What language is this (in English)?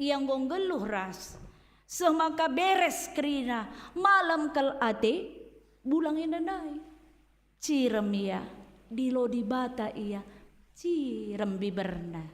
Batak Karo